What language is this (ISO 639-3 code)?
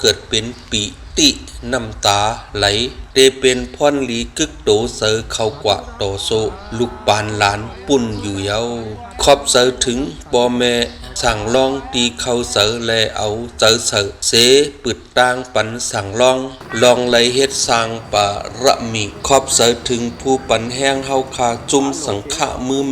shn